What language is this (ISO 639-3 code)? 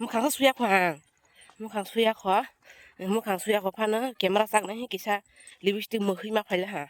trp